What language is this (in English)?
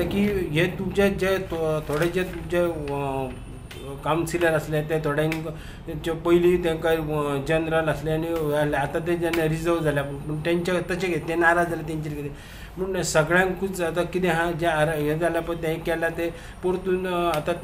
Konkani